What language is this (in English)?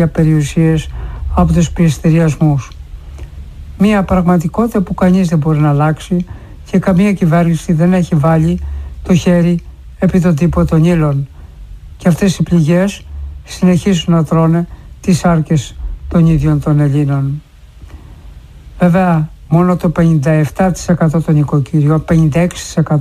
Greek